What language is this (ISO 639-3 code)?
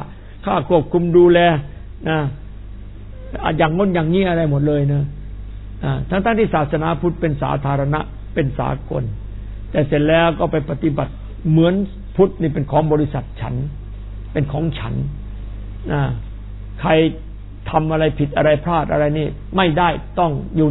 tha